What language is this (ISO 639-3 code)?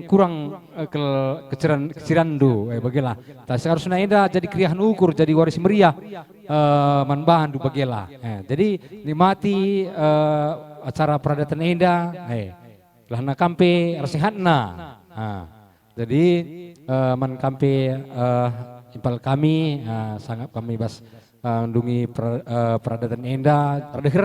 btx